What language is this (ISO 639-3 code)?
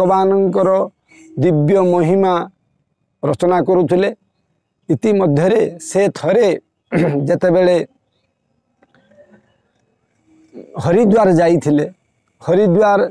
ori